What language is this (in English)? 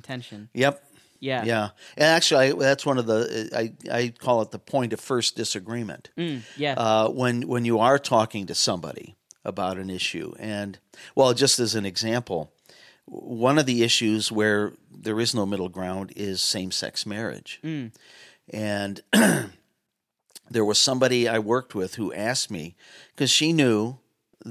English